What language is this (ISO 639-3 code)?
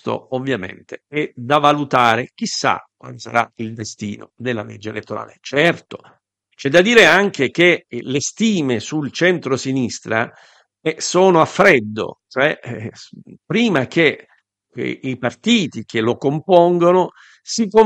ita